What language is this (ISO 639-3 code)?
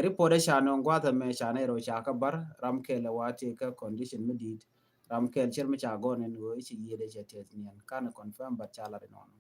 nus